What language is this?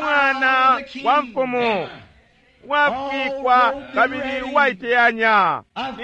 Bemba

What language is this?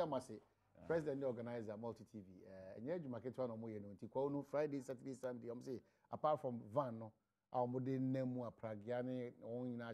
Akan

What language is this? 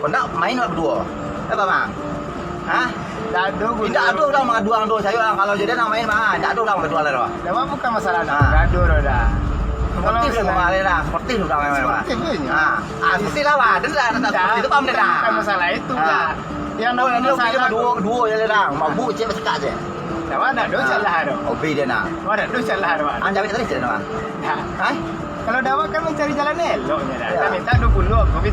Minangkabau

